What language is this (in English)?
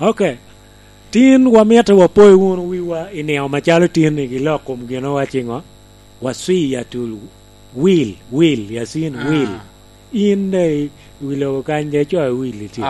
Lango (Uganda)